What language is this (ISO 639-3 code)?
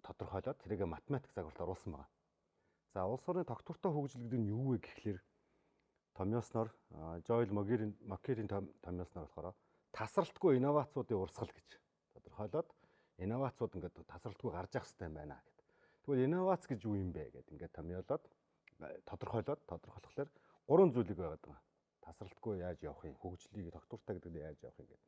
mon